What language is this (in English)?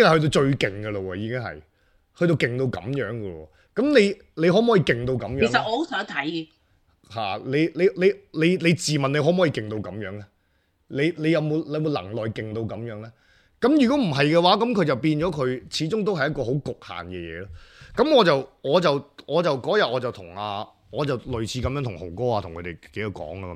Cantonese